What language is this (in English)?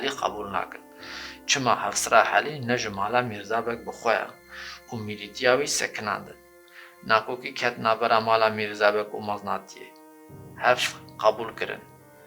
Kurdish